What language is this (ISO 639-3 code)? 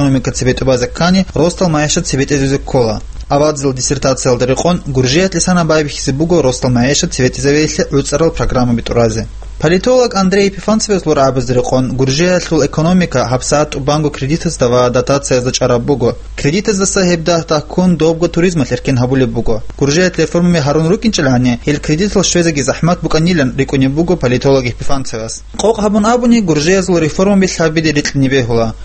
ava